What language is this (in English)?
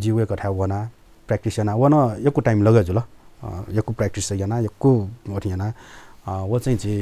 Newari